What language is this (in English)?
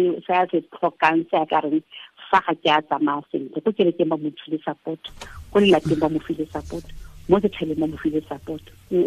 Tswana